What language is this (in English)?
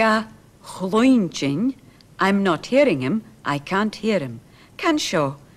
Scottish Gaelic